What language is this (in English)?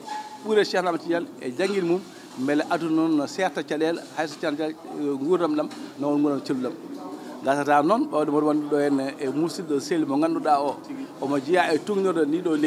Fula